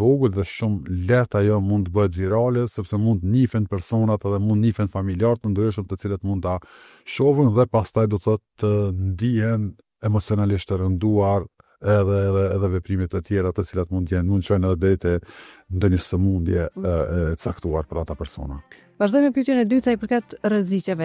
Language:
Albanian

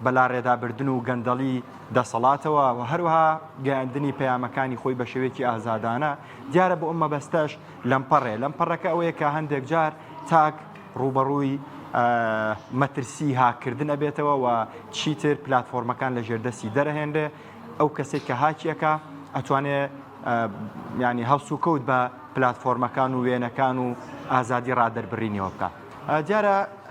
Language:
Central Kurdish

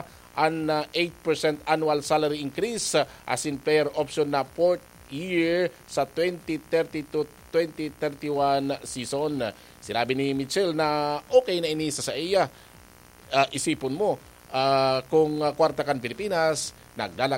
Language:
Bikol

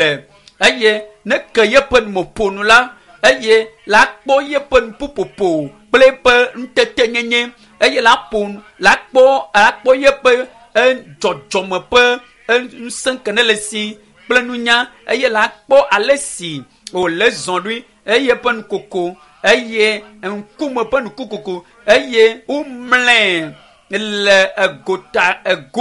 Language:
Ewe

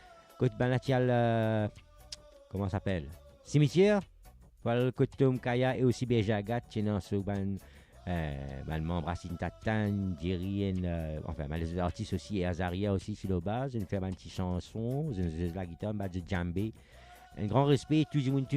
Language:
Morisyen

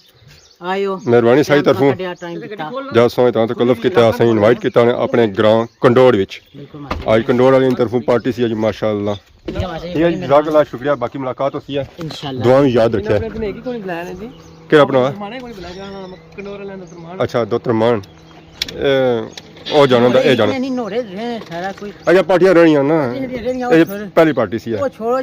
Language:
Pahari-Potwari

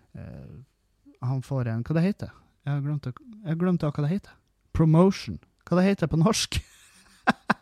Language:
Norwegian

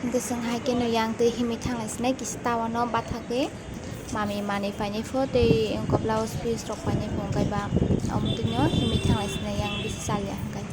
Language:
Kok Borok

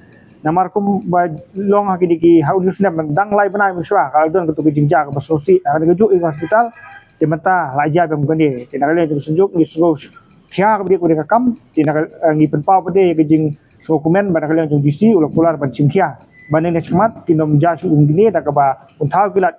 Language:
Khasi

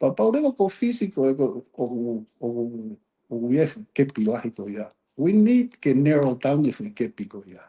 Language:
Tongan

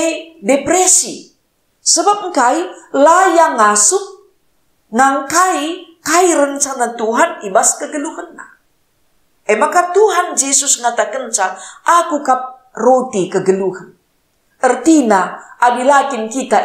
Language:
Batak Karo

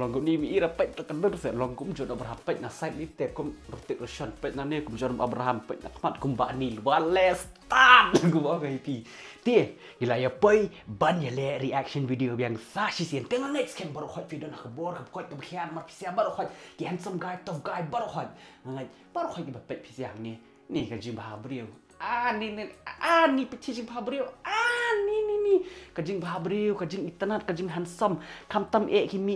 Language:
Khasi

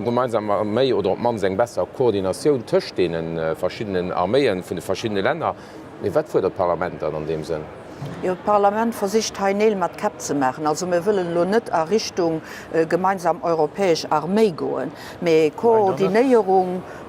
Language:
Luxembourgish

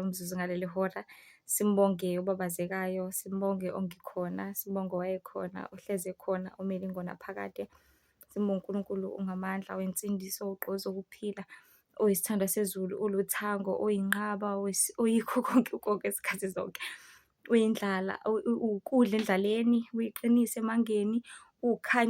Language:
Zulu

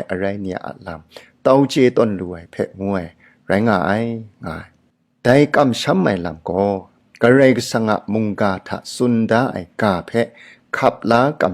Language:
Kachin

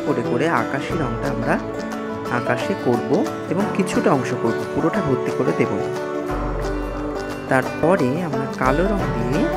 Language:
Bangla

